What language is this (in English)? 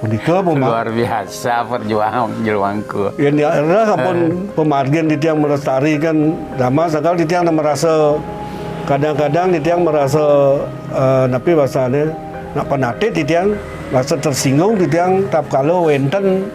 Balinese